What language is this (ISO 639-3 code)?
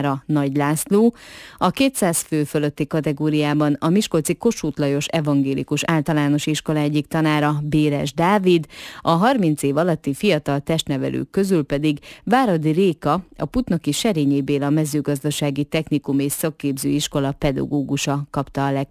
hun